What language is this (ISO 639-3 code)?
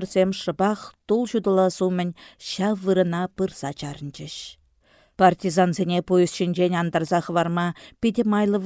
chv